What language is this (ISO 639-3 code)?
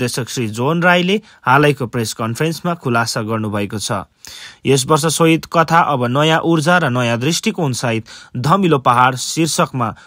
nep